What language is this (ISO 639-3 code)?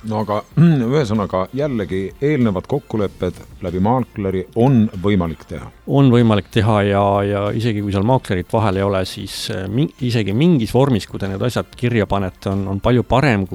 est